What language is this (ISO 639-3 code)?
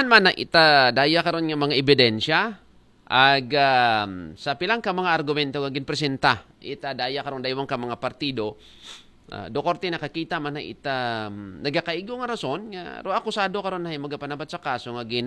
akl